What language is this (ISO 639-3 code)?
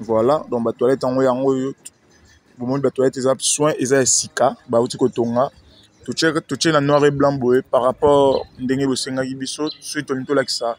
lin